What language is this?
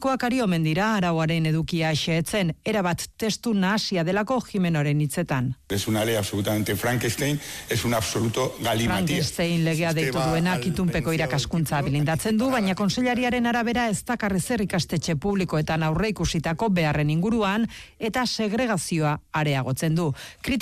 Basque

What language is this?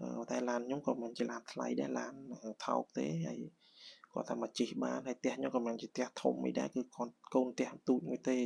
Khmer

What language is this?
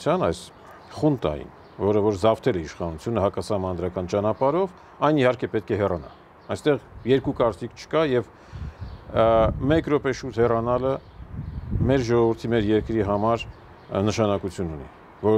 Armenian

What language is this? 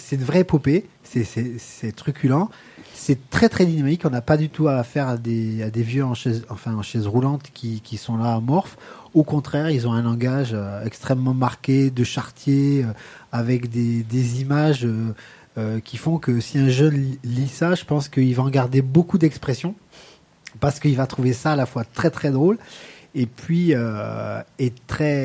French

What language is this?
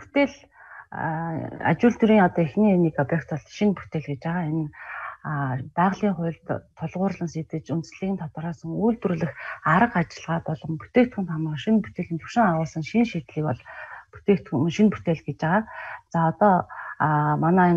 Mongolian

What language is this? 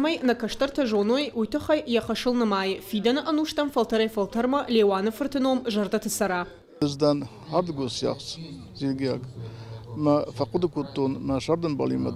Ossetic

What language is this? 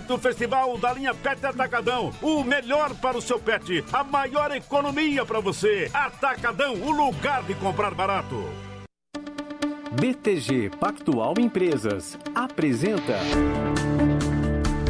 Portuguese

